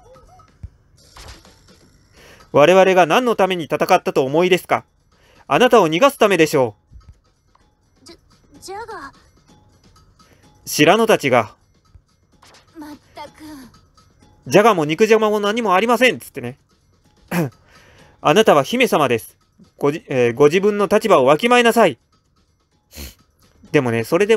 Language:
Japanese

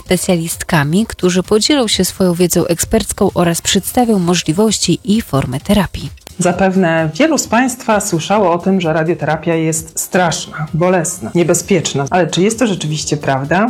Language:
Polish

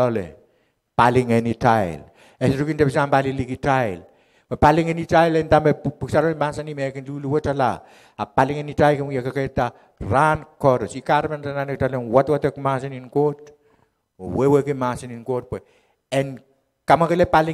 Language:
Pohnpeian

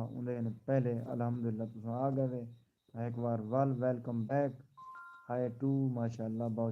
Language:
Saraiki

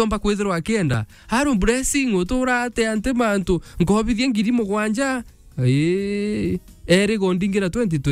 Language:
Meru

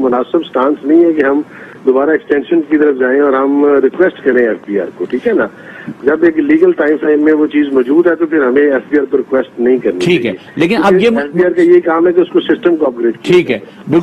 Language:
Urdu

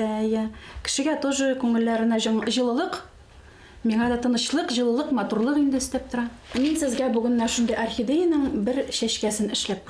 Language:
Bashkir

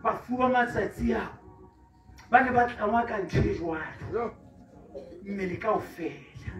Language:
Southern Sotho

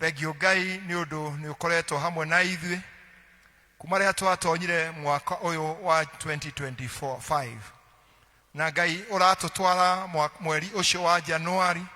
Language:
Kikuyu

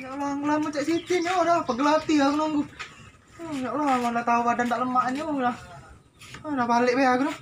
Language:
Musi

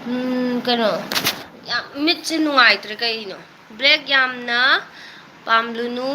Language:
Manipuri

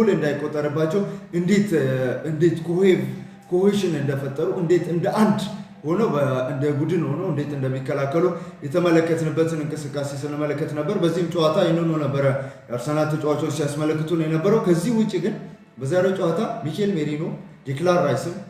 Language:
Amharic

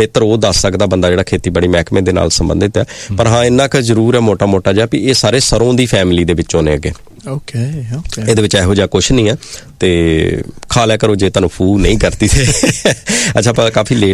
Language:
Punjabi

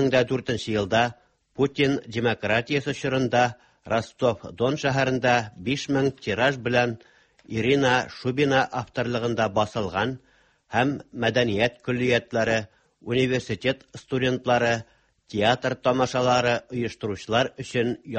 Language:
Tatar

